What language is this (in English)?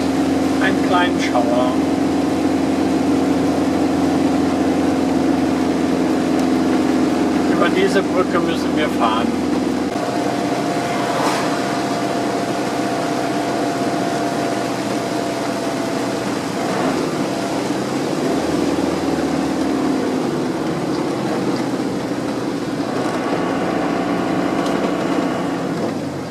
German